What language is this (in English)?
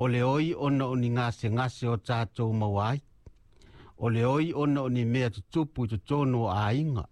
Samoan